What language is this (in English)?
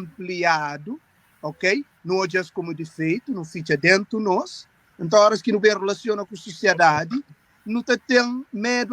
Kabuverdianu